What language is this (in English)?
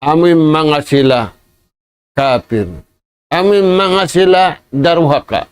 Tausug